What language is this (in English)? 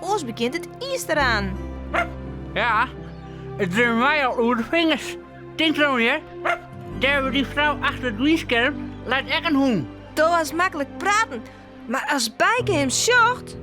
Western Frisian